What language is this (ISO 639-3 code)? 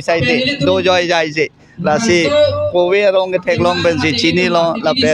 mjw